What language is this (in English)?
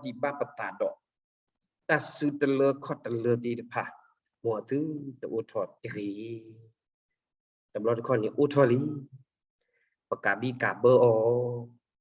S'gaw Karen